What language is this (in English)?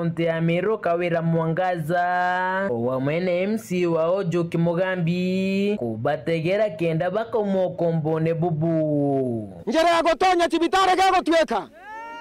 Meru